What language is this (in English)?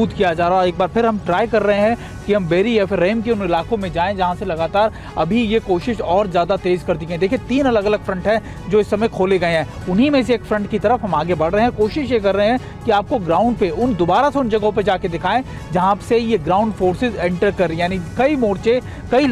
Hindi